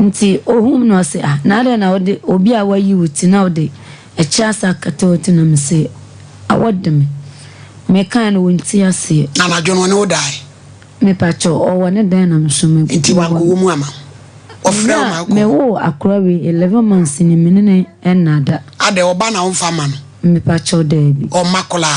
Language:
Akan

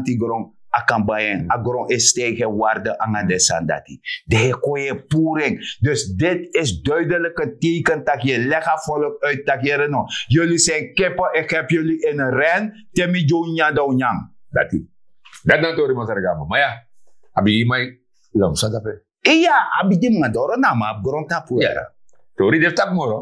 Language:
Sranan Tongo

